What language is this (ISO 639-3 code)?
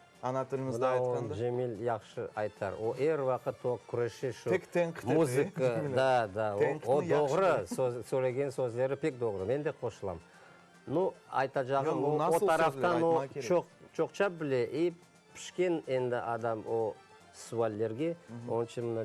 crh